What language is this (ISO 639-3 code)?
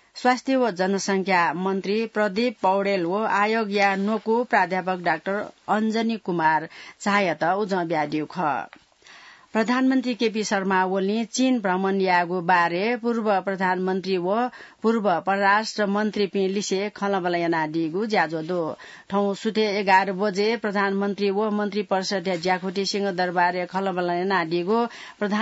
new